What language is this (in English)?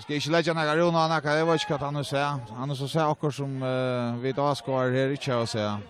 Faroese